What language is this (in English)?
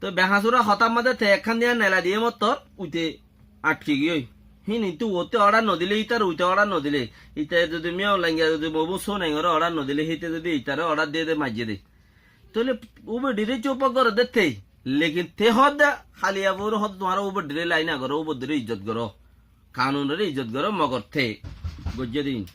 Rohingya